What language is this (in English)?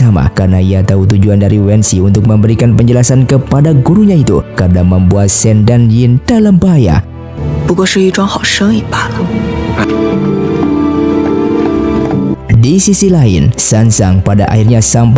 Indonesian